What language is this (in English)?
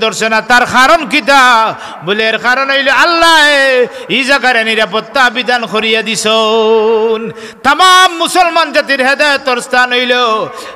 Sylheti